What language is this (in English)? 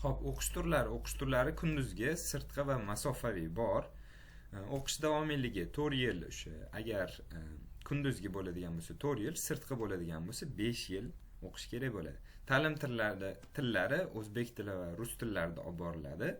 Uzbek